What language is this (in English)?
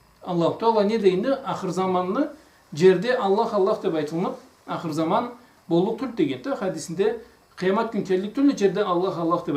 Karachay-Balkar